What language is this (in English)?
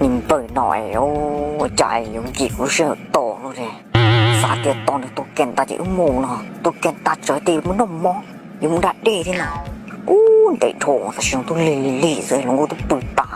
Hmong